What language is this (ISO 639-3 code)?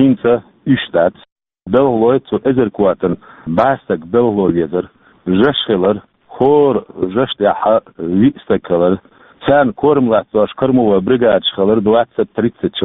che